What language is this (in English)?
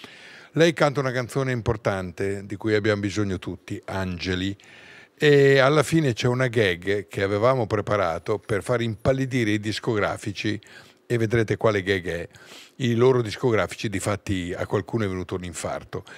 Italian